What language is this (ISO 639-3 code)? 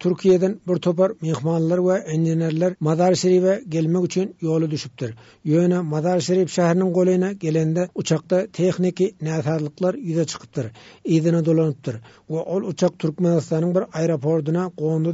tuk